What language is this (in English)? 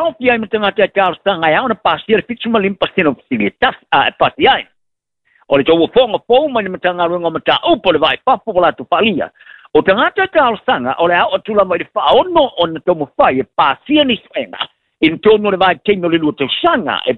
Samoan